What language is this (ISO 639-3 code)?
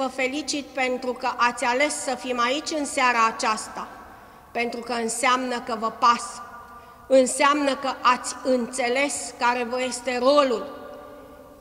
ron